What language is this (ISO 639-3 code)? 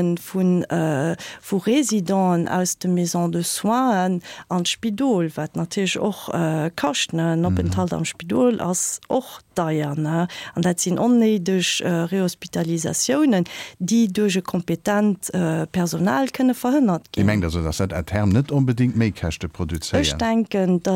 ltz